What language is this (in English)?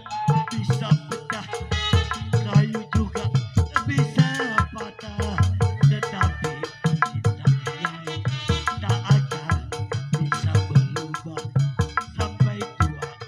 Betawi